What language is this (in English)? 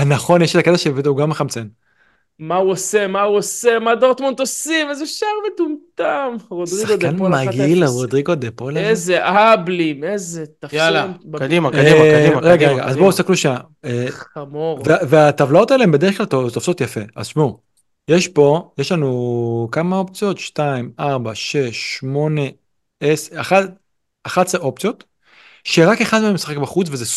Hebrew